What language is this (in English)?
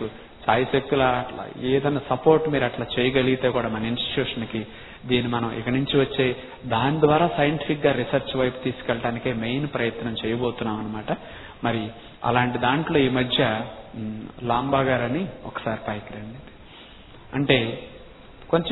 Telugu